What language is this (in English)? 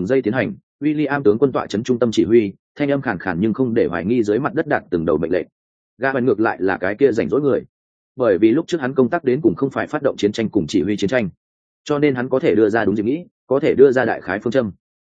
Vietnamese